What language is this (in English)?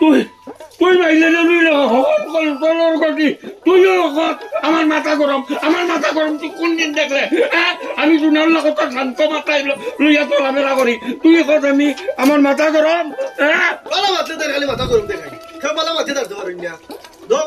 Sylheti